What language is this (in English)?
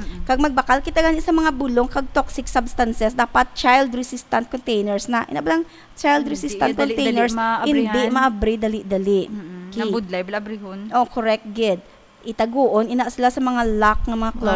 Hiligaynon